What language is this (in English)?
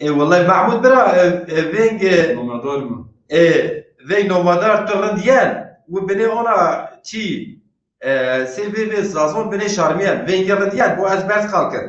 Zaza